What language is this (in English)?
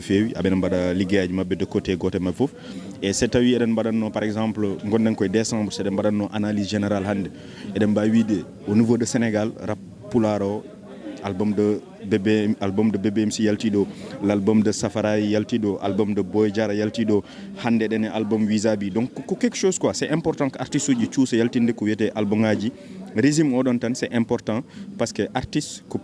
Fula